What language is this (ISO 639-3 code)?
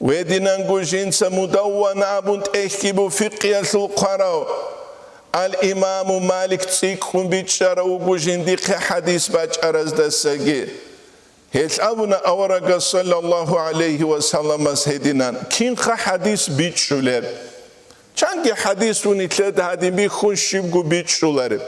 ava